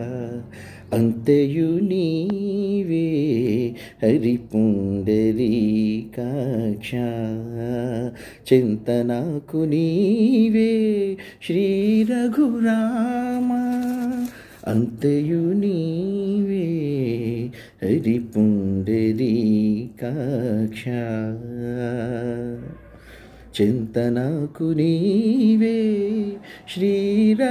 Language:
Telugu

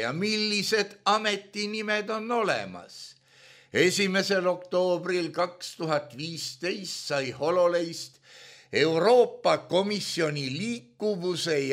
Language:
Estonian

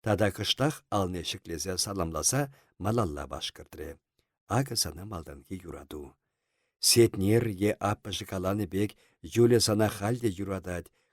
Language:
Chuvash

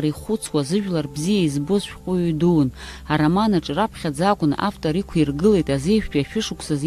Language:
Abkhazian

